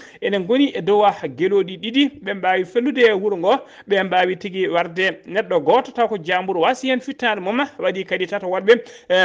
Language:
Fula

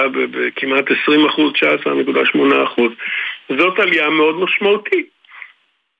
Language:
Hebrew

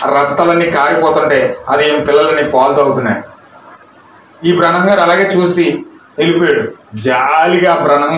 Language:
Telugu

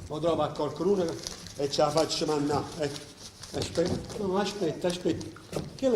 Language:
Neapolitan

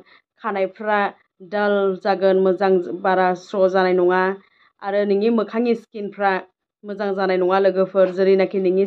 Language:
Bodo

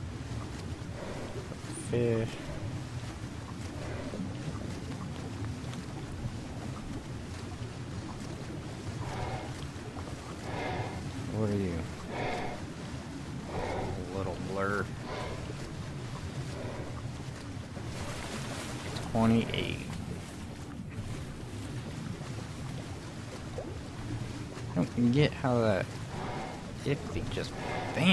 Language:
English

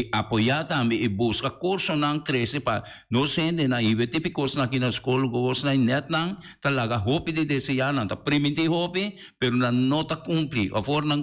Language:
Papiamento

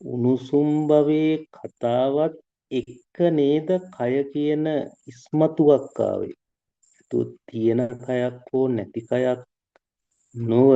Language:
Sinhala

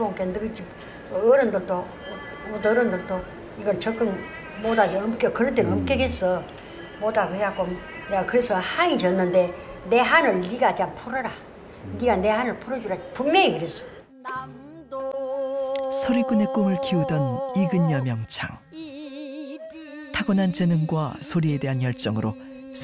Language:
Korean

